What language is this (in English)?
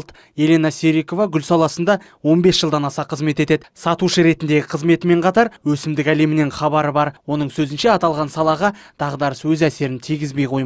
Kazakh